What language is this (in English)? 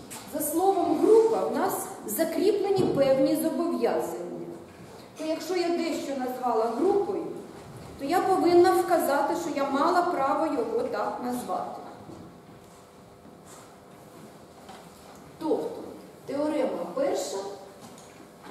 Ukrainian